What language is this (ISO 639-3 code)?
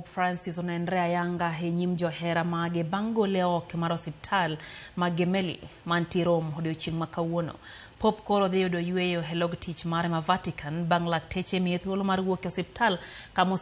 luo